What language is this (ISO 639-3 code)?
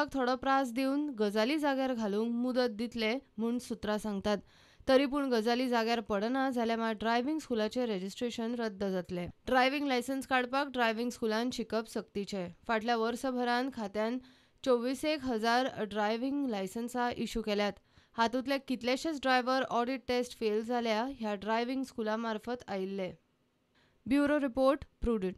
kok